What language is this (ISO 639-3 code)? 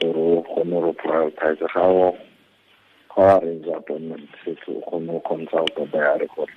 tsn